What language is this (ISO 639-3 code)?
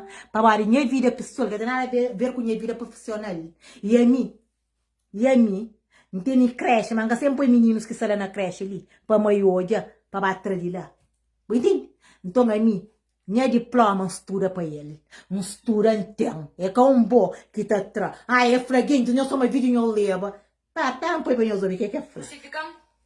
kea